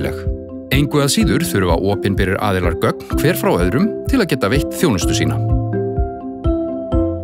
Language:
Icelandic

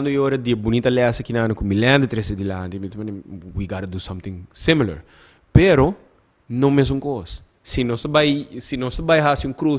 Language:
Papiamento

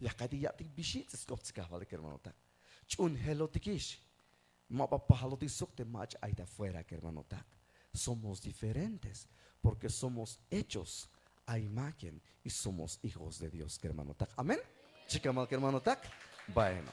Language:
Tzeltal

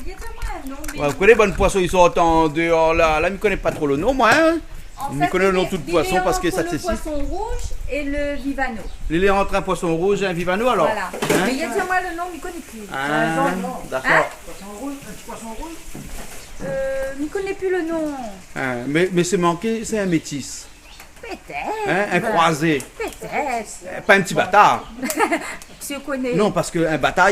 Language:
Réunion Creole French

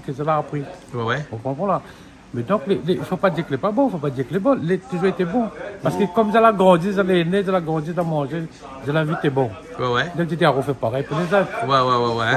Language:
Réunion Creole French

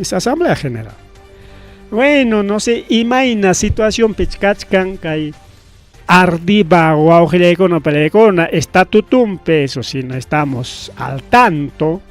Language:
Ayacucho Quechua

